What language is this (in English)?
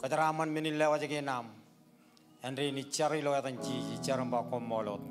Marshallese